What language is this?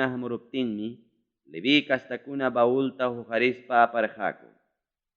Ayacucho Quechua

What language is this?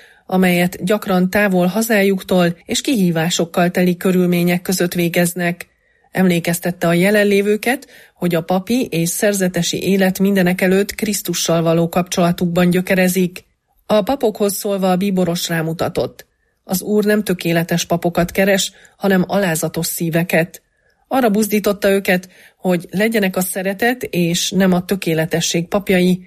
Hungarian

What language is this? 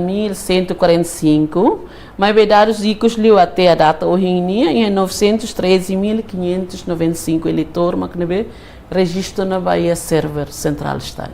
Tetum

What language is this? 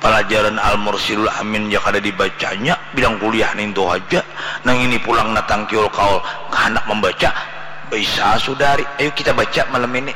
Banjar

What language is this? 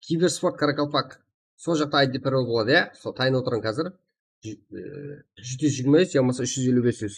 Kara-Kalpak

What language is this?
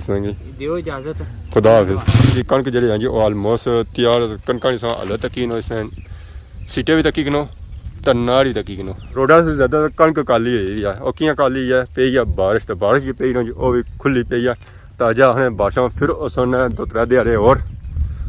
Pahari-Potwari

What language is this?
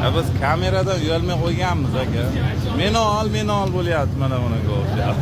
Uzbek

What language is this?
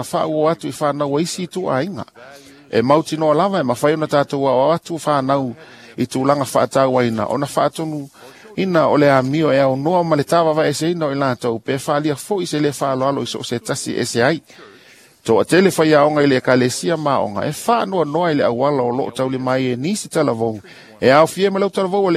Samoan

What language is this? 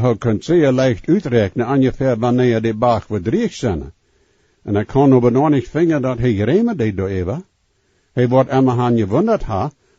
Plautdietsch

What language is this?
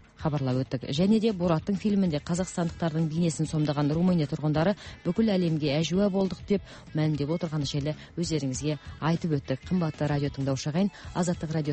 Kazakh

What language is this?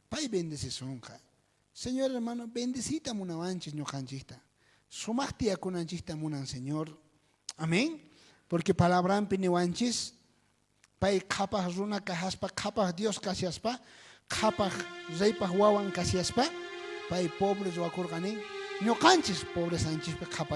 South Bolivian Quechua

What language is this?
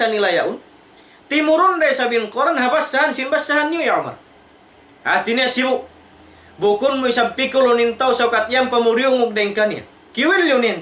Tausug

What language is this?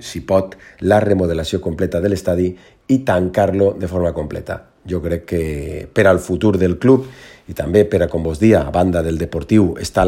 Catalan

